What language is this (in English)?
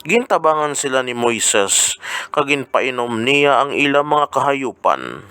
Hiligaynon